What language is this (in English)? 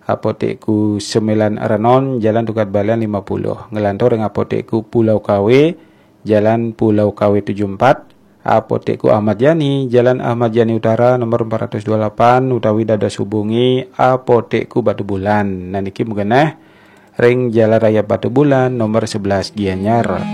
Balinese